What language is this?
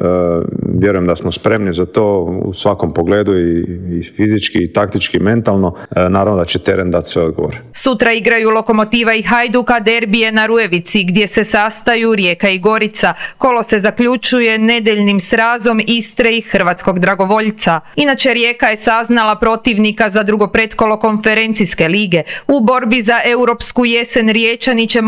Croatian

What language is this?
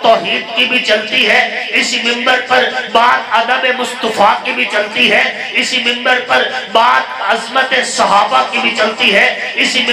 Urdu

